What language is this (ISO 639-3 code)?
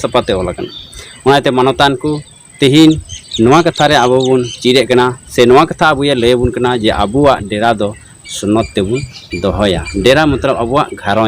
sat